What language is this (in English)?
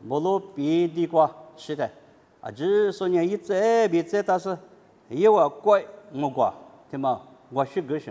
Lisu